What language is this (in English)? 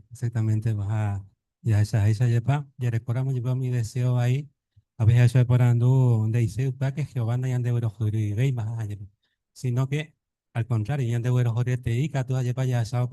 Guarani